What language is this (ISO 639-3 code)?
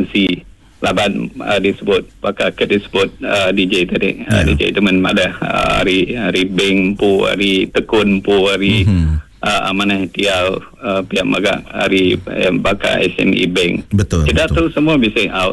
iba